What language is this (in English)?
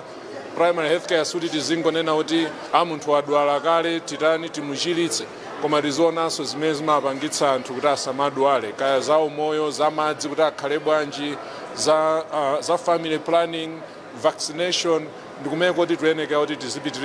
Nyanja